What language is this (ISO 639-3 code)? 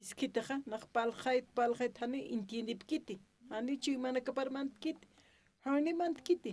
aym